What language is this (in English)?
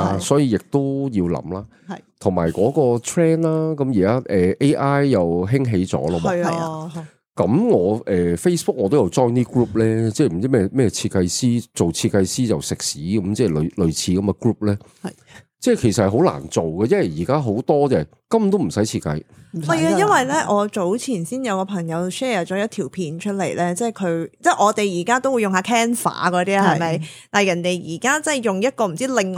Cantonese